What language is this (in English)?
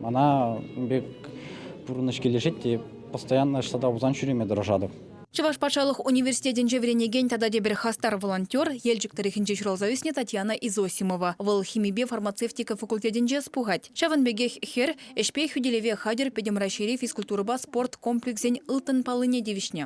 Chuvash